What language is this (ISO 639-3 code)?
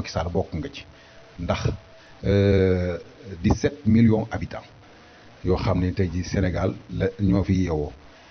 wol